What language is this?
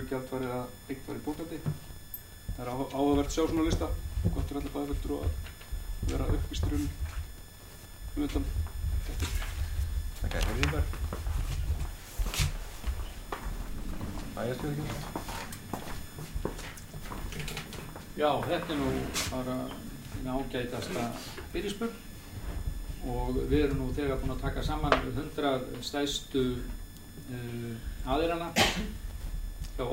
Icelandic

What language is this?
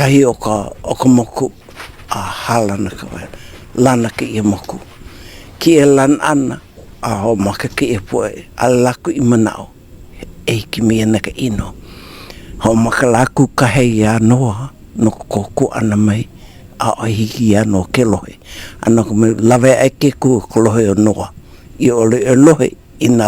Hawaiian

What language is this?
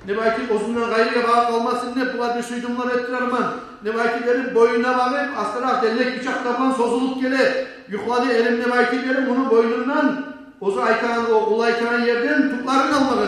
Kumyk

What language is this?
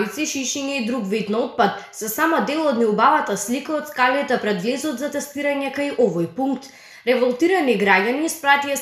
Macedonian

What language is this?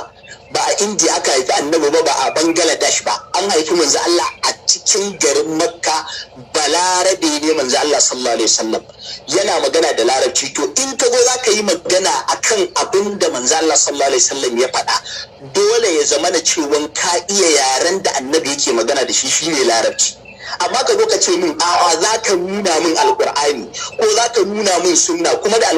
Hausa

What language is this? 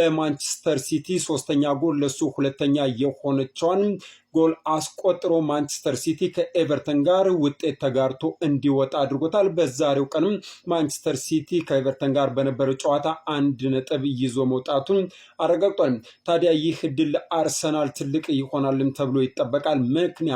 Amharic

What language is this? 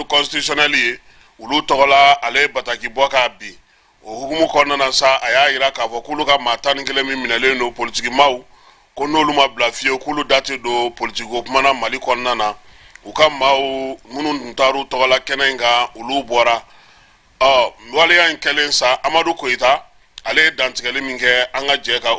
Bambara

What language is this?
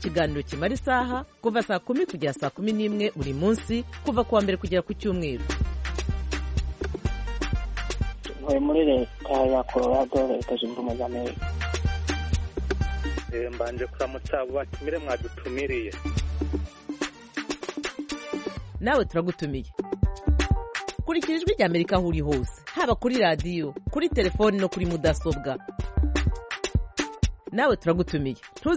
Kinyarwanda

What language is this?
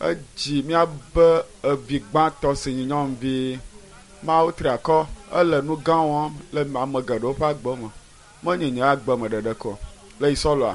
Ewe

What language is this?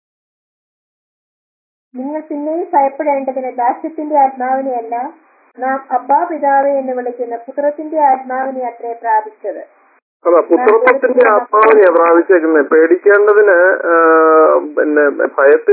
Malayalam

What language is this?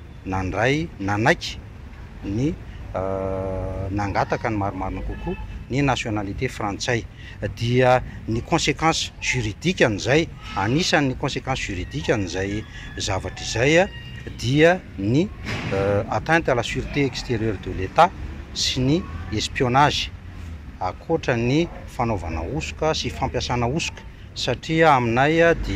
Malagasy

